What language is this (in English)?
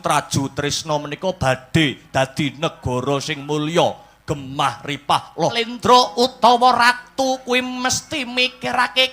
Javanese